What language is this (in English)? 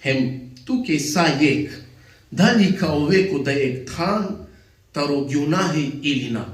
Balkan Romani